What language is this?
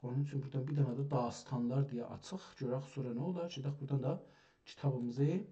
South Azerbaijani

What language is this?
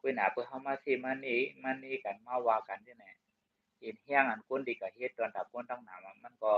Shan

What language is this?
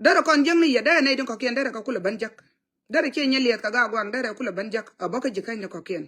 Nuer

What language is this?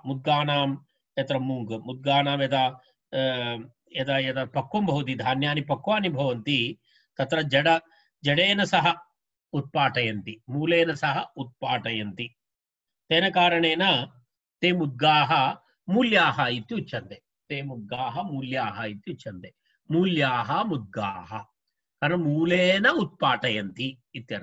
Sanskrit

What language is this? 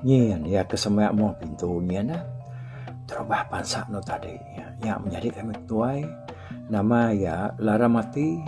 Iban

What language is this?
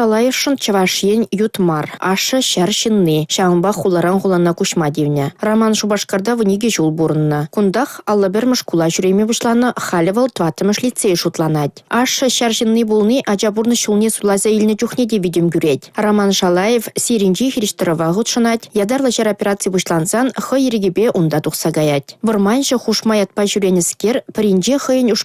Chuvash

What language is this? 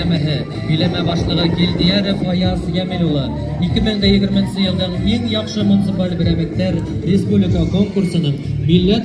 Bashkir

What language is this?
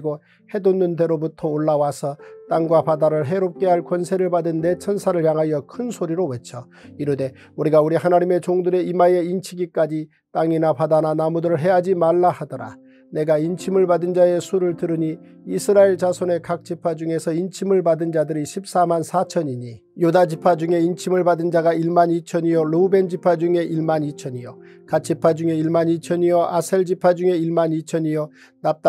Korean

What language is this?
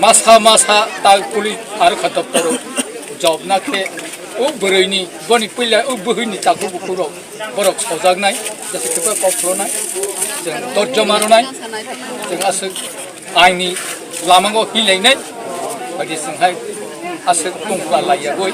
Kok Borok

